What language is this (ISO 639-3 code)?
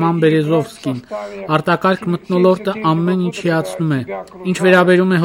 hye